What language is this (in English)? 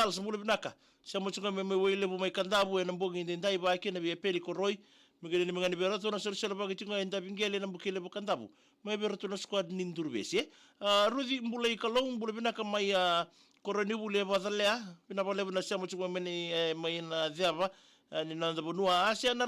Fijian